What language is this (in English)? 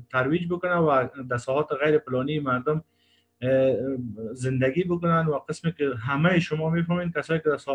Persian